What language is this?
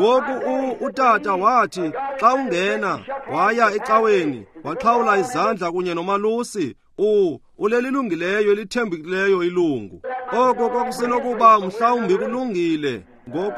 Xhosa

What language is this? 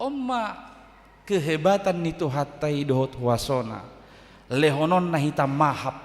Batak Toba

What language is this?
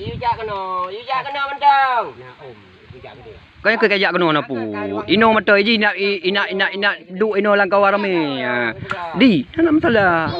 Achinese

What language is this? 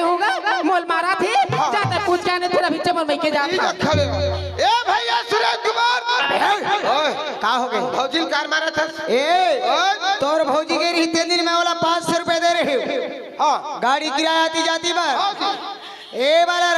Chhattisgarhi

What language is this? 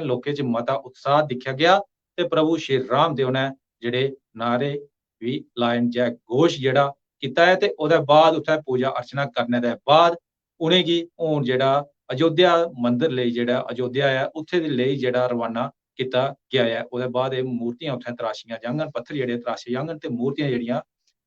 Dogri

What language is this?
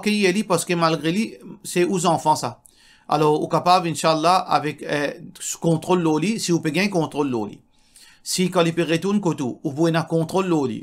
Morisyen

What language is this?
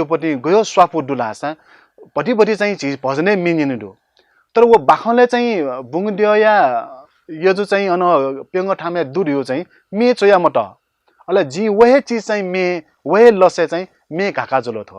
Newari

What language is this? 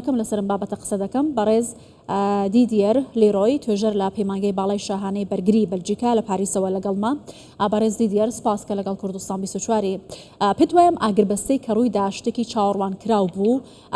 Central Kurdish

